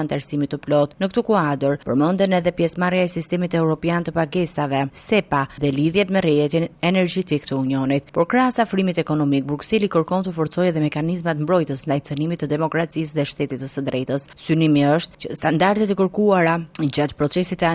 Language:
Albanian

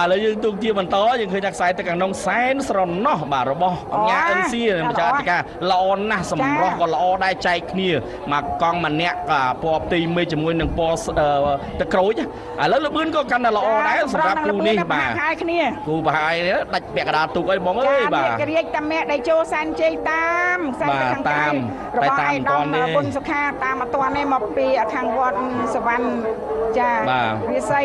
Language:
Khmer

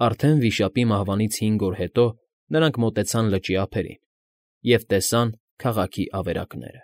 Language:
Armenian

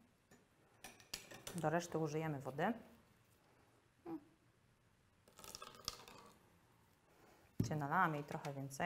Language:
Polish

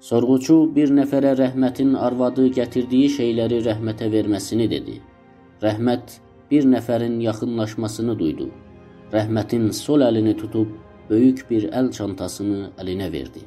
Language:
South Azerbaijani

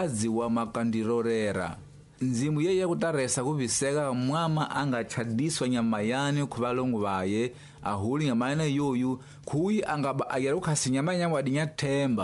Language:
Tsonga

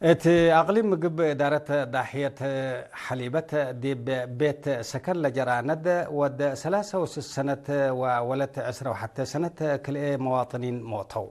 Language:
Tigre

